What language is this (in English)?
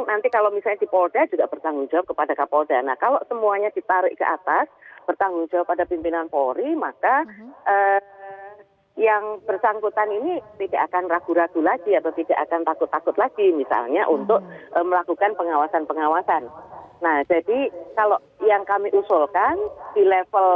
Indonesian